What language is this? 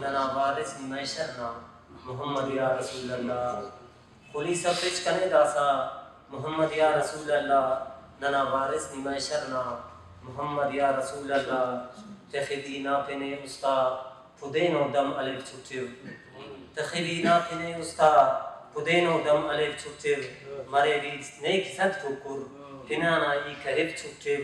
Brahui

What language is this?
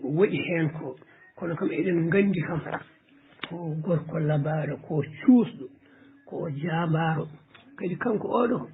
Fula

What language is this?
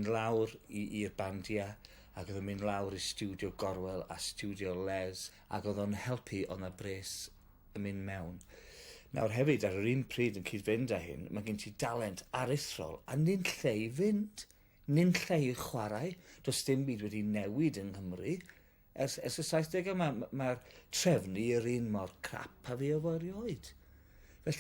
Welsh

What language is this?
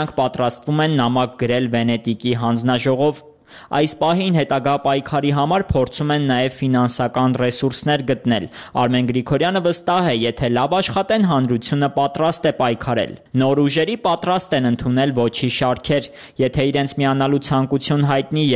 Armenian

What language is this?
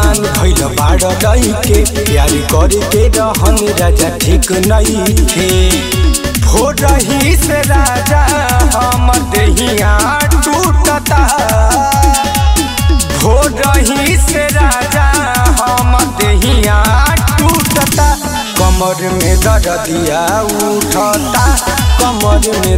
Bhojpuri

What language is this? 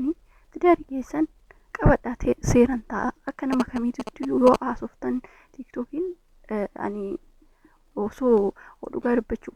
Oromo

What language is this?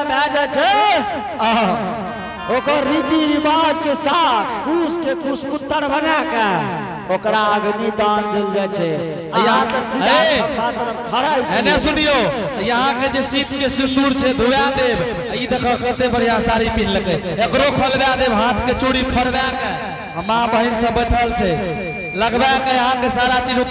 Angika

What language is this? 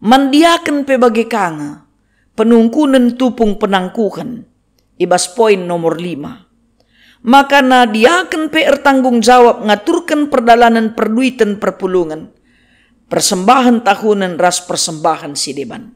Batak Karo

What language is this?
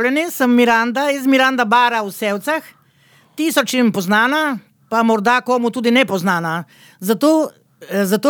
Slovenian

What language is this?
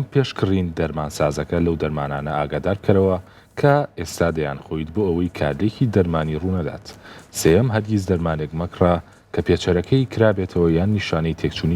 Central Kurdish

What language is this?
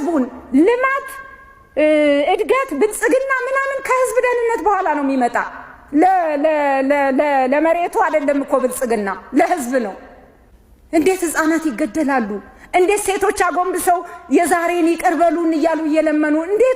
Amharic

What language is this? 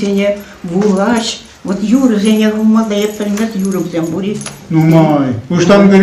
Chuvash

